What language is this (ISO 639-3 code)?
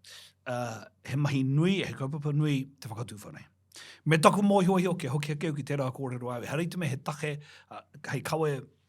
mri